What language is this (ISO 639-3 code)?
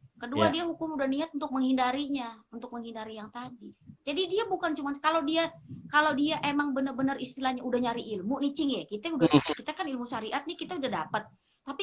bew